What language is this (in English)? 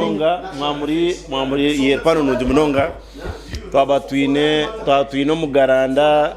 Nyankole